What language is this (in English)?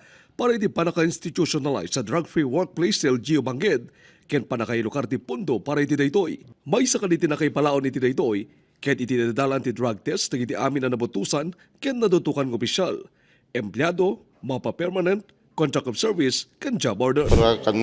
Iloko